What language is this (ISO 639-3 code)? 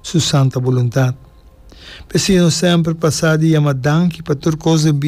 pap